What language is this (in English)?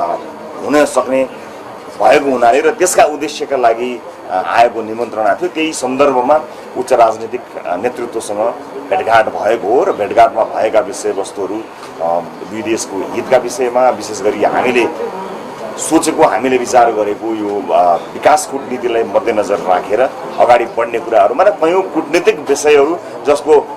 Nepali